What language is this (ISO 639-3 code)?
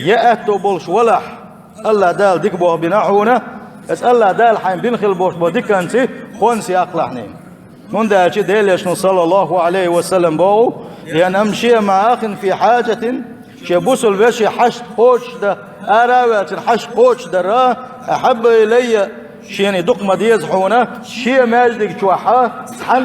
che